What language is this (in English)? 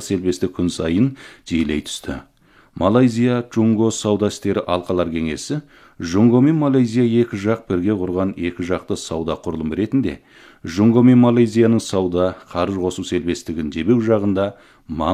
Kazakh